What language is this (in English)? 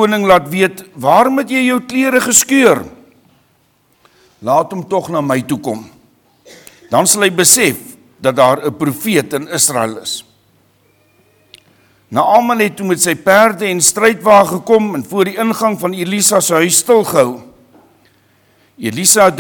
Afrikaans